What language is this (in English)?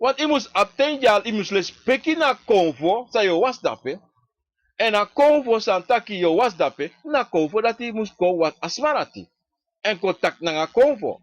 Sranan Tongo